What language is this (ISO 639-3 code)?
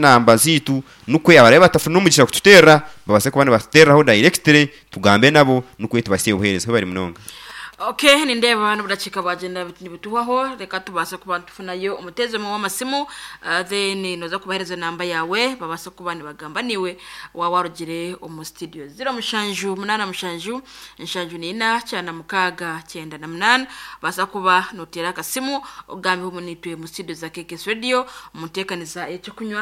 nyn